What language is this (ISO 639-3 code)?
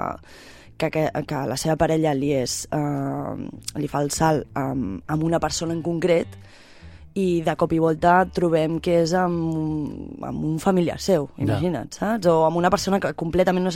cat